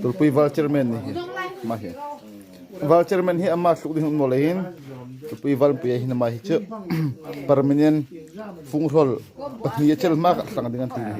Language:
Hmar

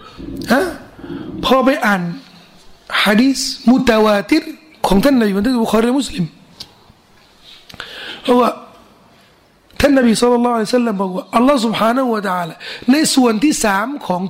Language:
Thai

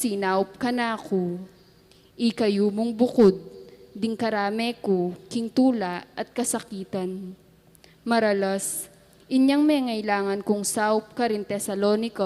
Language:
Pampanga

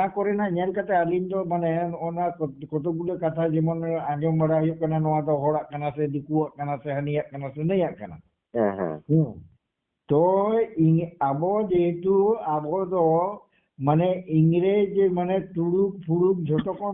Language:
Santali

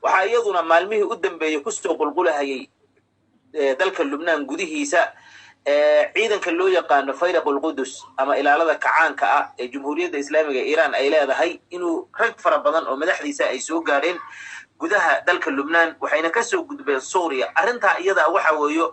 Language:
Somali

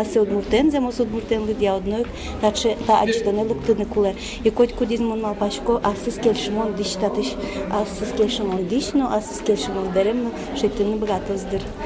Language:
Udmurt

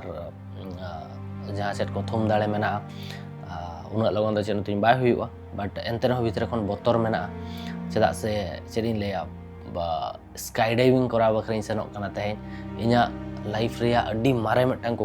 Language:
Santali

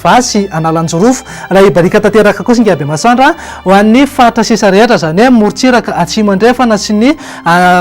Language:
Malagasy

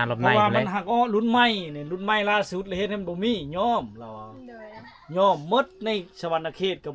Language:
Lao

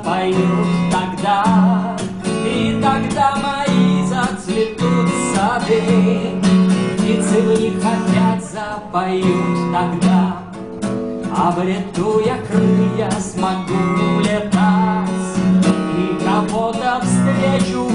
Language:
Russian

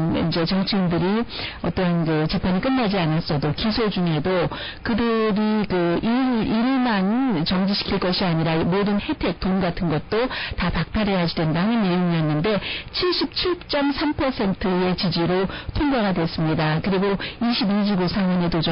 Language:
Korean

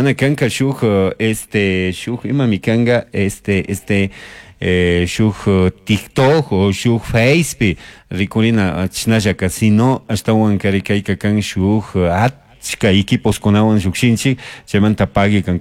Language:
Chimborazo Highland Quichua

